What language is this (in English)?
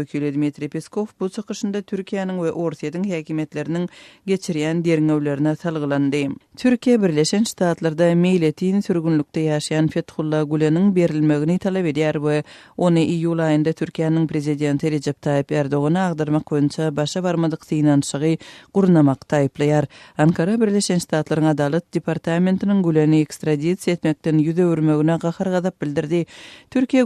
Turkmen